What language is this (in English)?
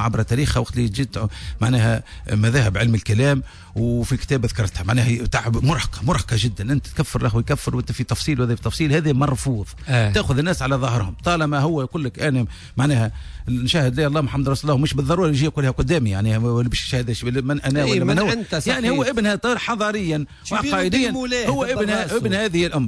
Tunisian Arabic